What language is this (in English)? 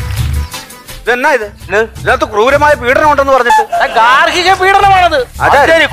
Malayalam